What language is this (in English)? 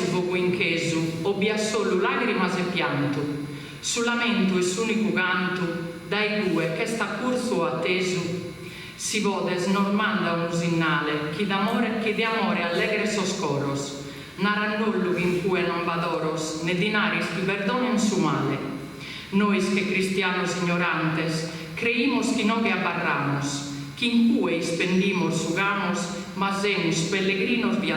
Sardinian